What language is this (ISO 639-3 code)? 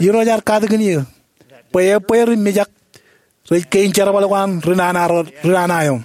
mah